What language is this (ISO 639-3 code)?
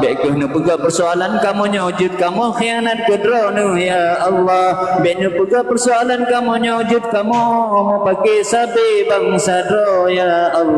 ace